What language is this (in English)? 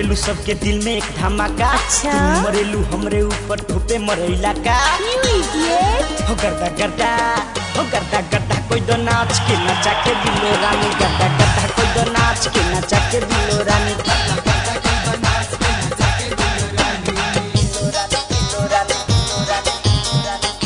Bhojpuri